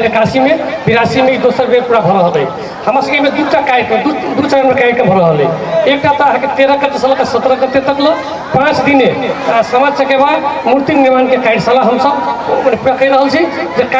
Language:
Maithili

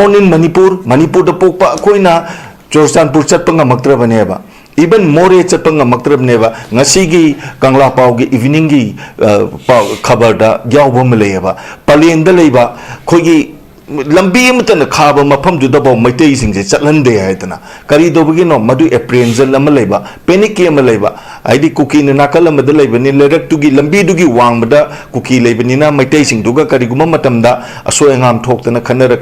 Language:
Manipuri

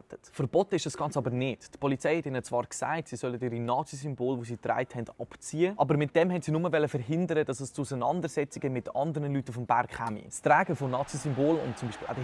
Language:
Swiss German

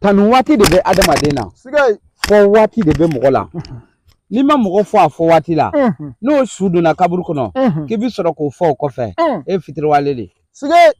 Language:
Bambara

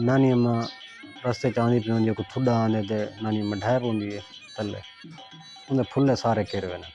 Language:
Saraiki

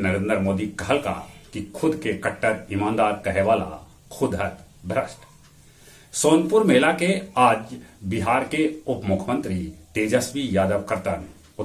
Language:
Magahi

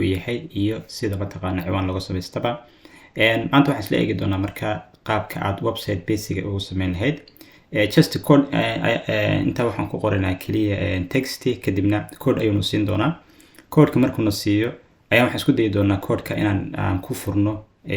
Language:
Somali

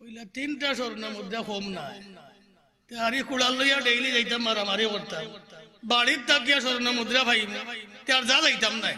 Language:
Sylheti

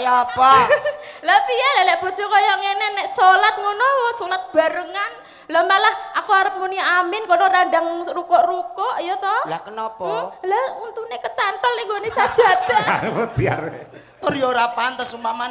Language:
Javanese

